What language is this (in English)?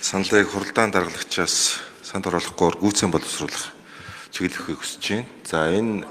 Mongolian